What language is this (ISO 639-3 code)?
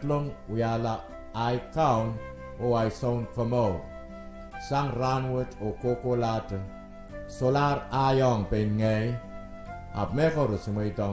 pon